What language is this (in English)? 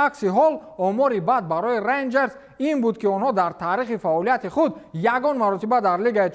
Tajik